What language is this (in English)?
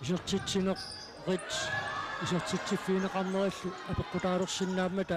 Kalaallisut